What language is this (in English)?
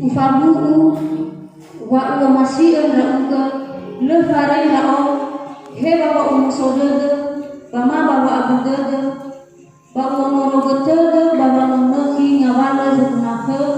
Nias